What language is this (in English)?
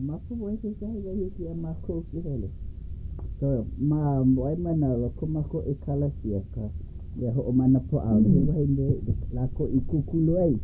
Hawaiian